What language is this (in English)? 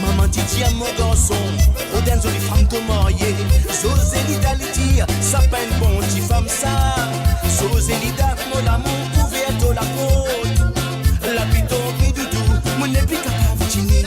Morisyen